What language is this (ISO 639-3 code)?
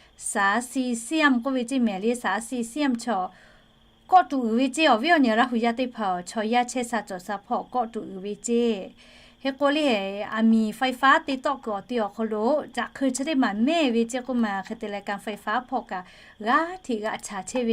lhu